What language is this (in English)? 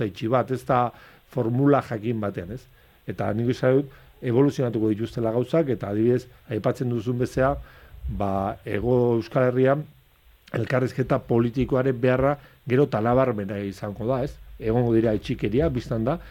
Basque